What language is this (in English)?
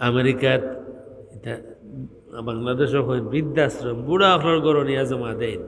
Sylheti